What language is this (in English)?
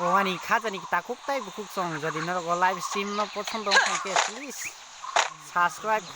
Kok Borok